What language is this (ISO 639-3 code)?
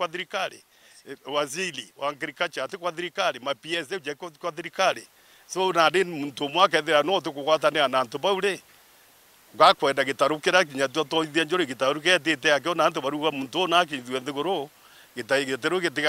mer